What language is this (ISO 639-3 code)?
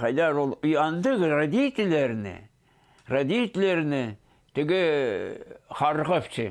kjh